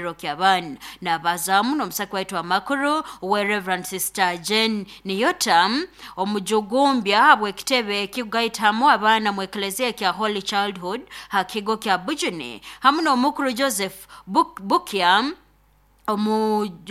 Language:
Nyoro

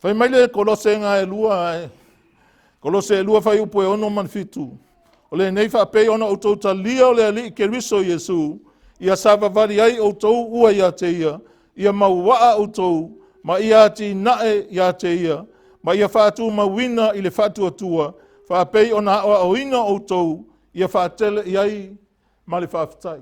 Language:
Samoan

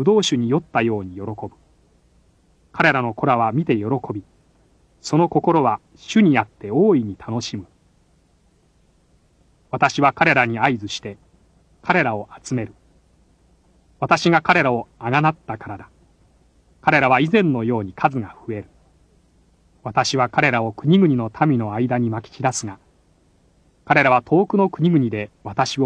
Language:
Japanese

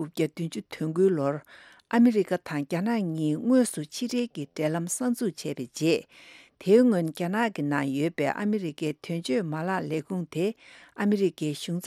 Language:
Tibetan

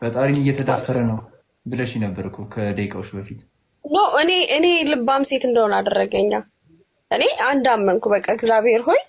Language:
Amharic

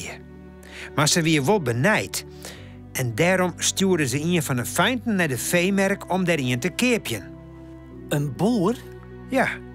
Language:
Western Frisian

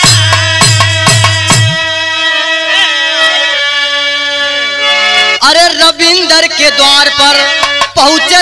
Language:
Bhojpuri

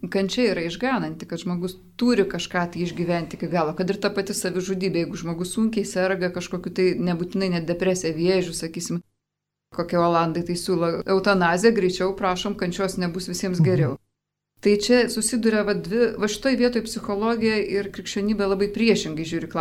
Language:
Lithuanian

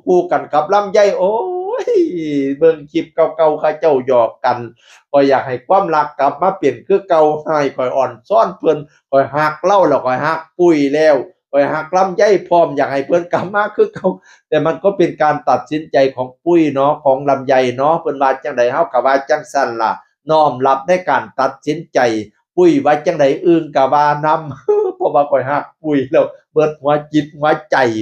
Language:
Northeastern Thai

